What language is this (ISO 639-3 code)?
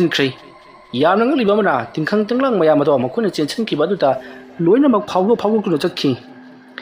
mni